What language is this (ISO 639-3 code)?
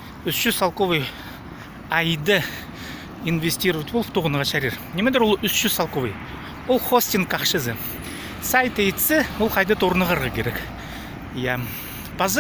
kjh